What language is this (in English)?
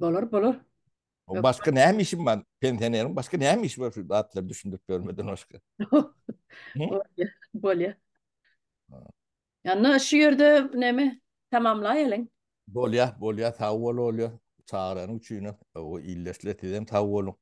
Turkmen